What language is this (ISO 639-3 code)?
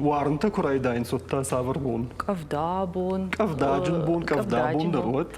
oss